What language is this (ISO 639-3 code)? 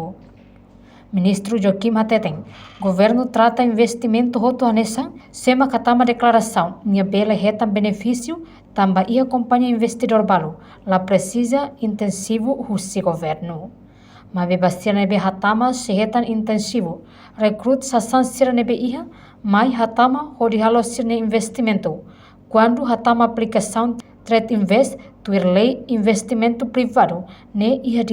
tet